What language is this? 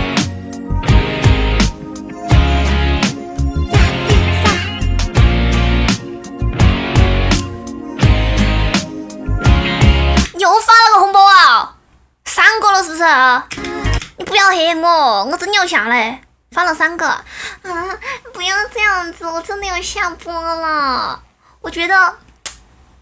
Chinese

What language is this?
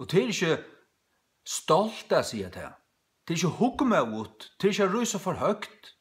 Faroese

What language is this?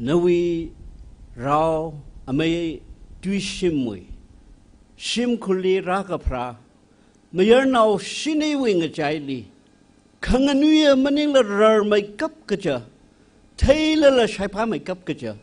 Tangkhul Naga (India)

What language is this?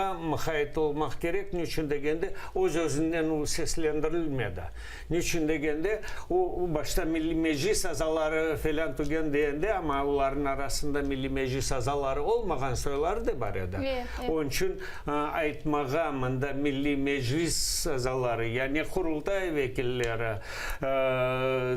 Crimean Tatar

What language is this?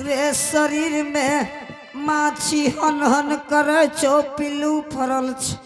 Angika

